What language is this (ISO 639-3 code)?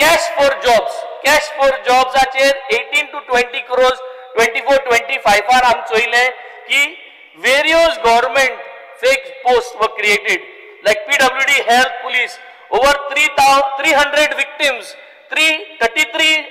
kok